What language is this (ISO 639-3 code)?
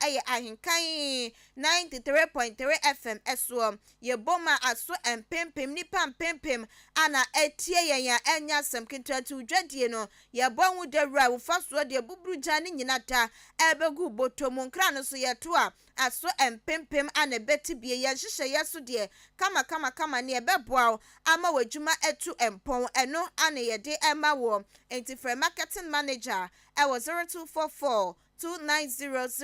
aka